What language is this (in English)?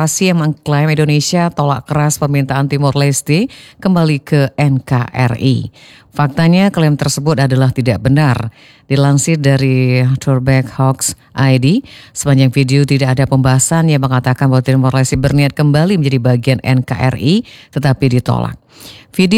Indonesian